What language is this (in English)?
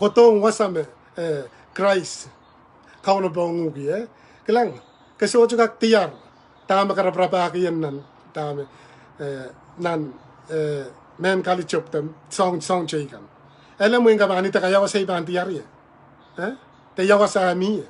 Pohnpeian